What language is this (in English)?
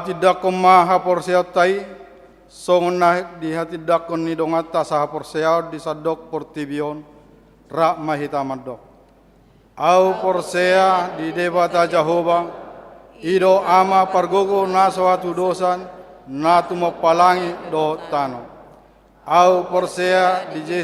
Batak Toba